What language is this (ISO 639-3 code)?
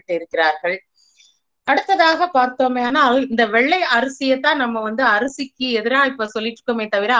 tam